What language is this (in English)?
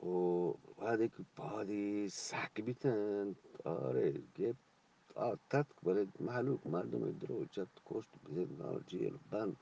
Eastern Balochi